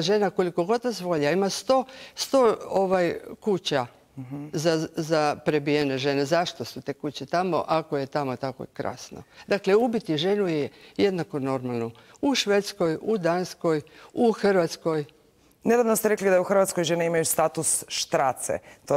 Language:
Croatian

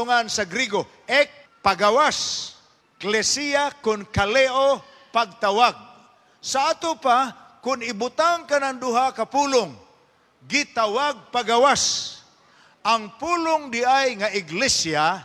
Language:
Cebuano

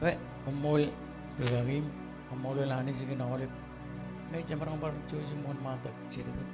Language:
Marshallese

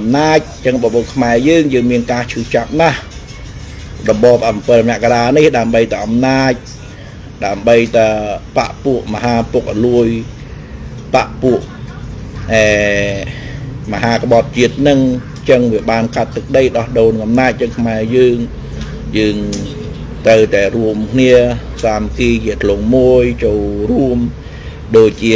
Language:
Khmer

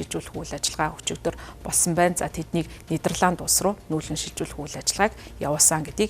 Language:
Mongolian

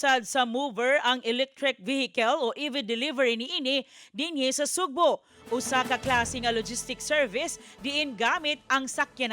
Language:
Cebuano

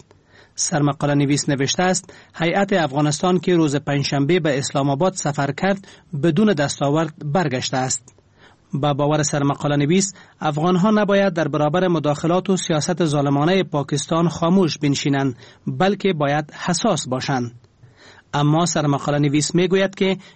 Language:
Persian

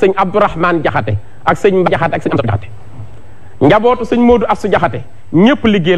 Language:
Wolof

